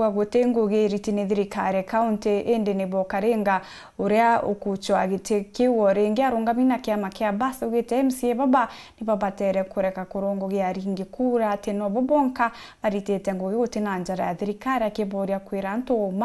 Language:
Meru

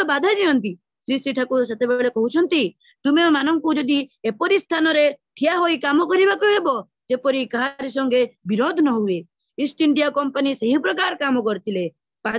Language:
Odia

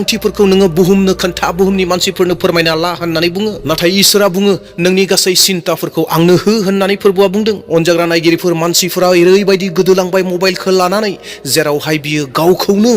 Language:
Bodo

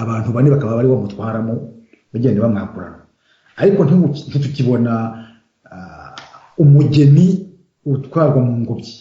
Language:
Kinyarwanda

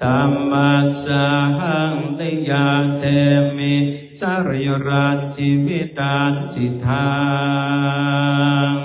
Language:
Pali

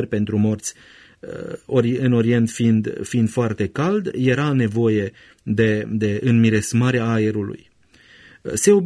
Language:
Romanian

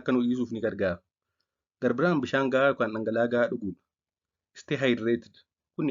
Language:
Oromo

